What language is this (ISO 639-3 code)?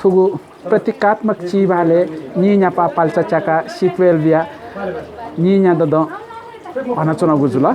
new